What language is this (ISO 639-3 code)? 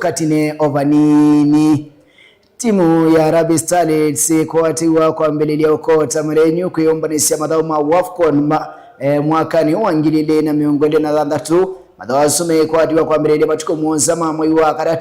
kam